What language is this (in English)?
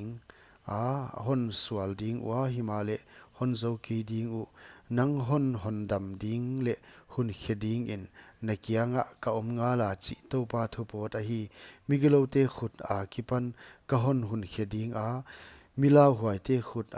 Paite Chin